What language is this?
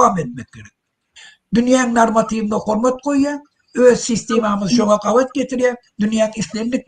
Turkmen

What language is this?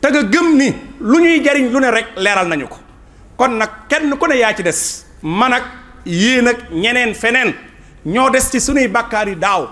Wolof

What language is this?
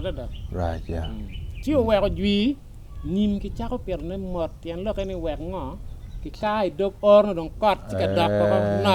Acoli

